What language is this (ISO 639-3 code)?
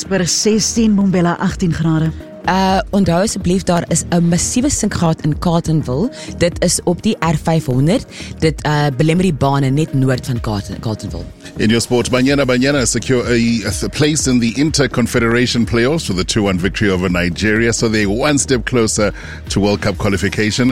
afr